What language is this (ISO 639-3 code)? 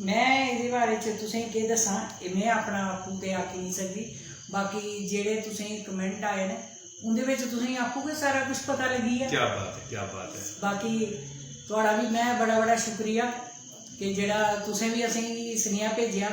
doi